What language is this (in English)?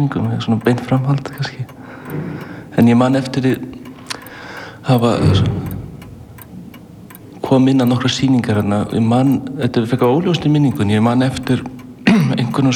Icelandic